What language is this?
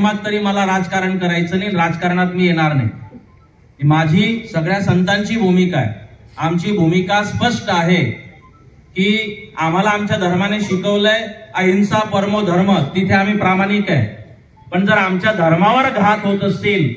Marathi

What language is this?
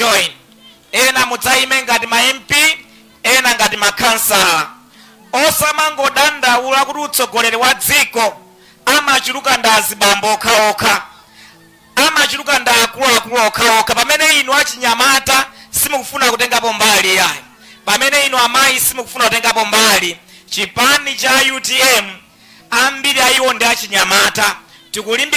Nyanja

